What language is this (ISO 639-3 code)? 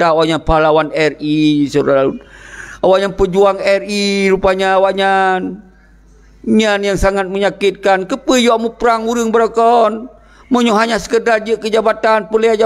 ace